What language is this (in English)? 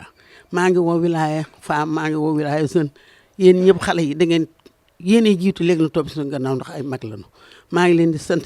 Wolof